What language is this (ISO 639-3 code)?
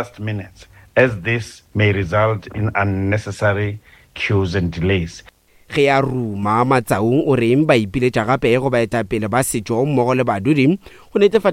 nso